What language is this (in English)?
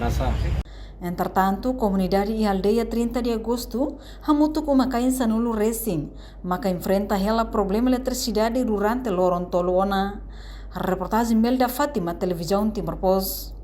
Tetum